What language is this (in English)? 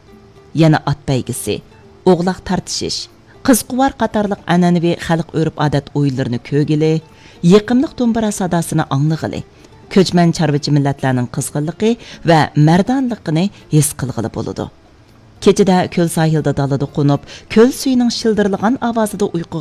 Uyghur